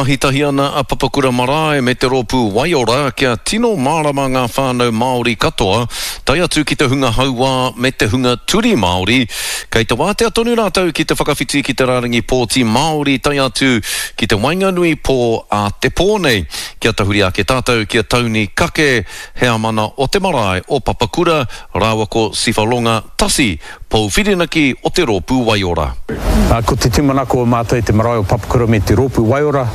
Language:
Māori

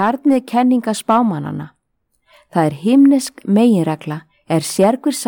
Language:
Icelandic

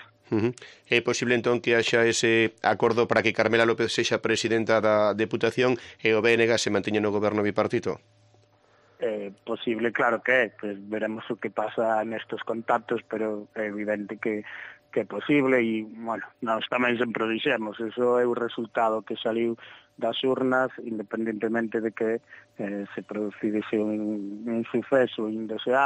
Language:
Galician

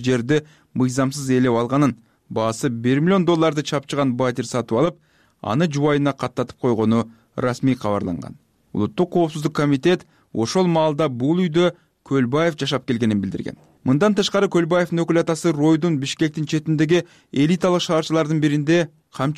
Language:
Kyrgyz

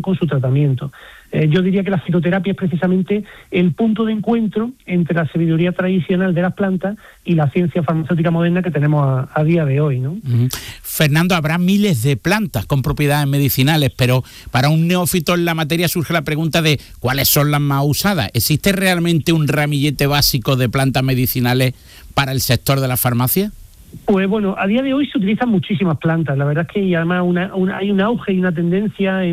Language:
Spanish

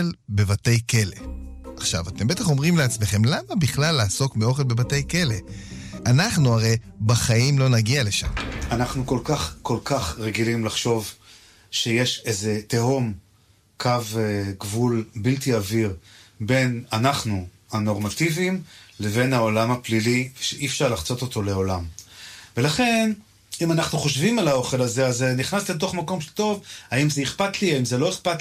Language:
Hebrew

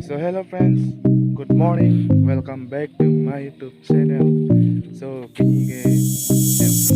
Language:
Karbi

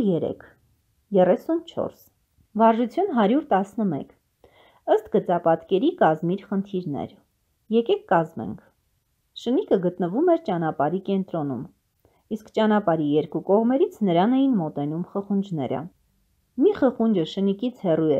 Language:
Armenian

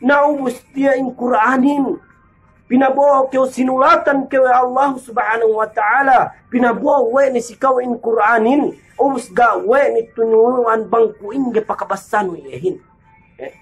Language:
Yakan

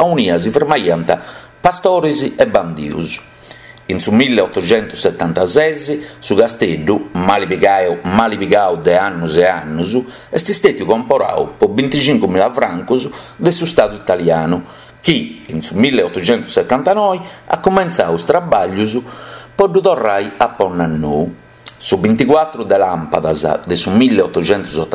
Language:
Sardinian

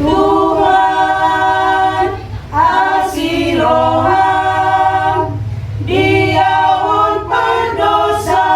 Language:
Batak Toba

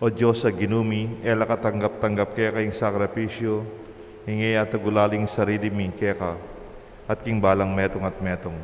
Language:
Pampanga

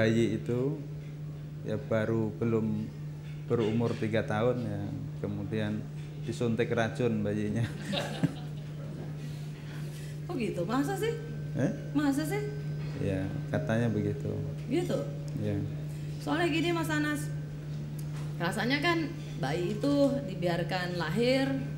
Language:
Indonesian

